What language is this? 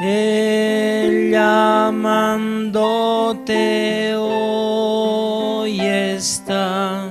Aymara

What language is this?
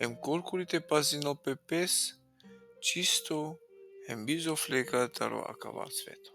Balkan Romani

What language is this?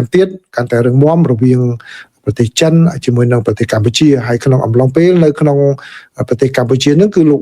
Khmer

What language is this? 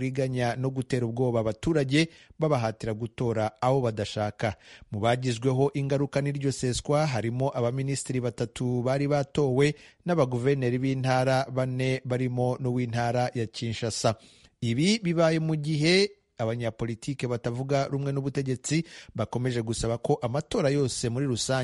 Kinyarwanda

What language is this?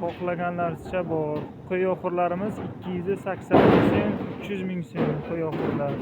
Uzbek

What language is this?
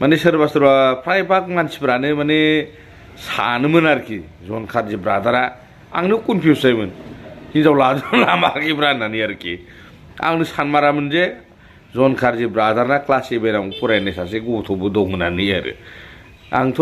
Bodo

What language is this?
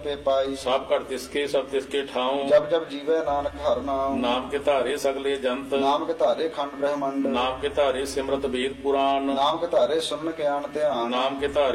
Punjabi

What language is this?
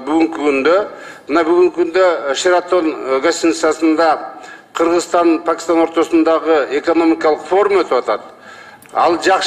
Kyrgyz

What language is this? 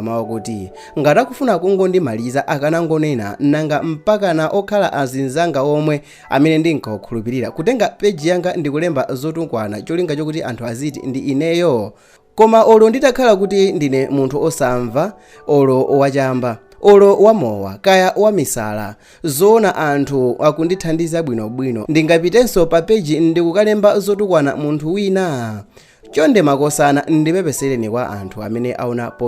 Nyanja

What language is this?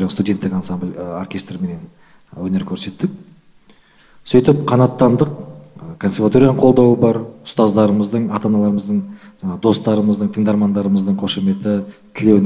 Kazakh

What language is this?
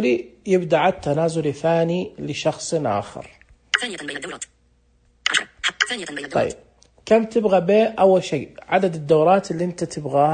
Najdi Arabic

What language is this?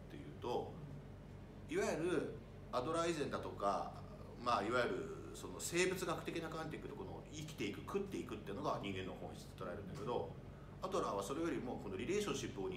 Japanese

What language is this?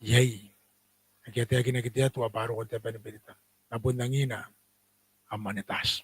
Gilbertese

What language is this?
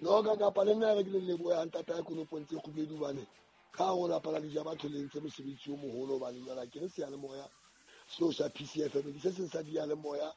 Southern Sotho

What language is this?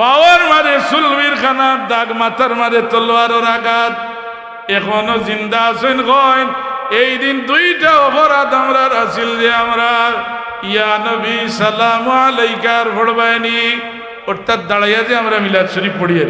Sylheti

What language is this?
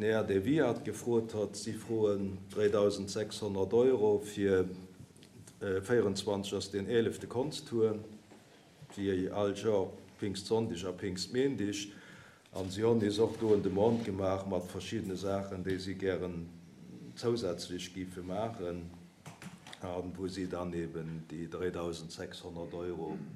Luxembourgish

